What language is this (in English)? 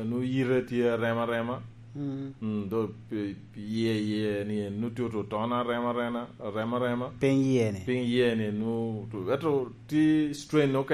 Lango (Uganda)